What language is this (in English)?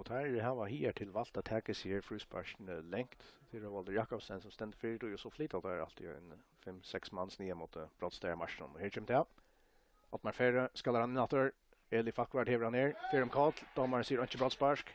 Faroese